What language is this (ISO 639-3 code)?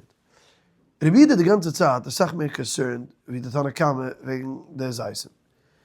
yid